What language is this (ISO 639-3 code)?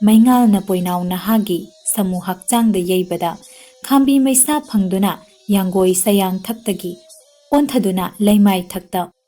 mni